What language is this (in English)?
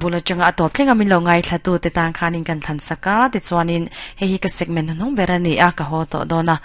Mizo